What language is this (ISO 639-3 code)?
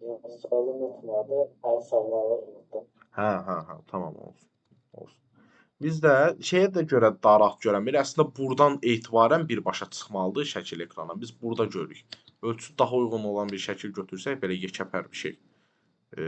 aze